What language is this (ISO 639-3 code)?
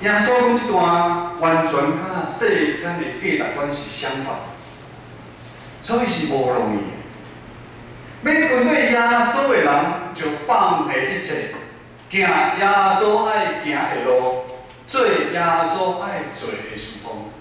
nan